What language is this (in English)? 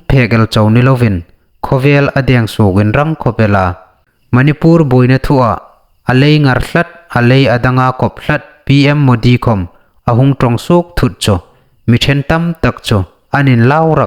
Hmar